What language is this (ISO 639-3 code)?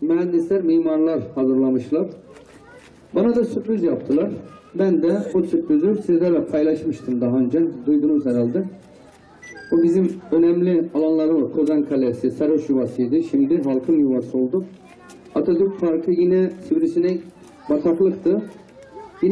tur